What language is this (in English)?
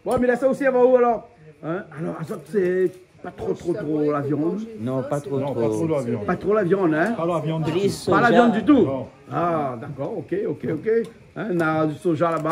Réunion Creole French